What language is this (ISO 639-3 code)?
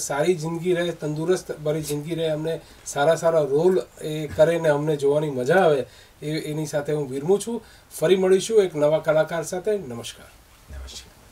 guj